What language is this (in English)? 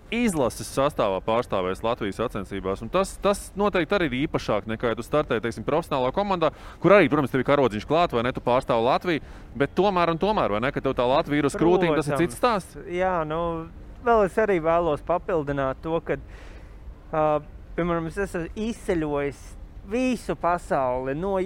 Latvian